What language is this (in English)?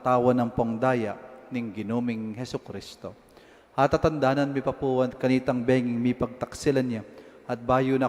Pampanga